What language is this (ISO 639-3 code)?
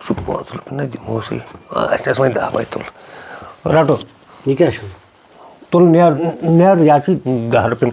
kas